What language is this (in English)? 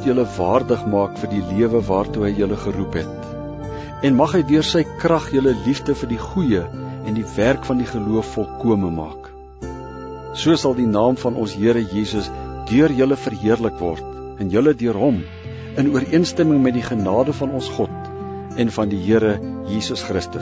Afrikaans